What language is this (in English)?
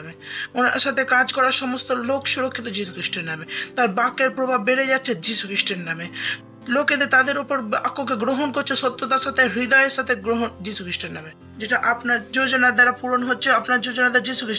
Bangla